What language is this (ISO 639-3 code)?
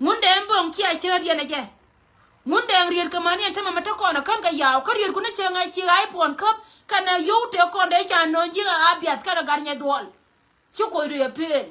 nus